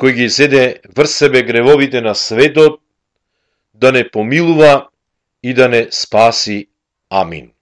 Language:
Macedonian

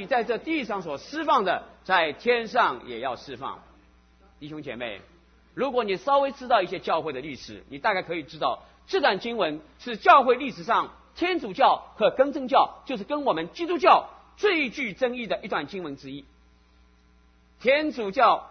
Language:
Chinese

